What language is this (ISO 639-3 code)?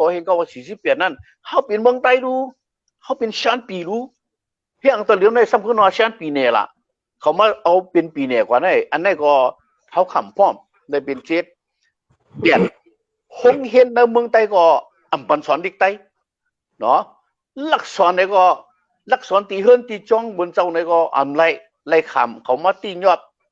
shn